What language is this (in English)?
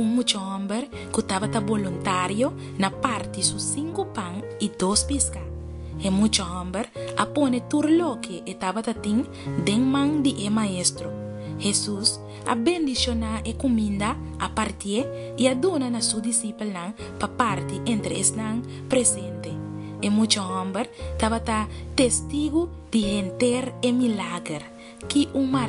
Papiamento